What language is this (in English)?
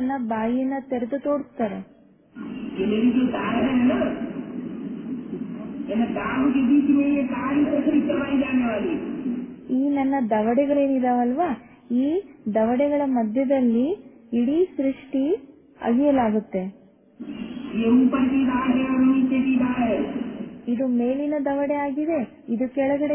Kannada